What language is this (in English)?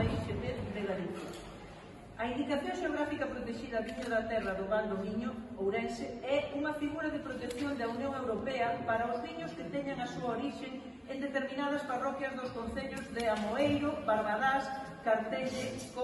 Galician